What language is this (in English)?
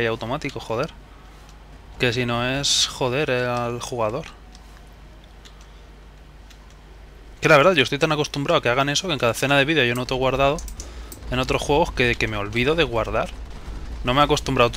Spanish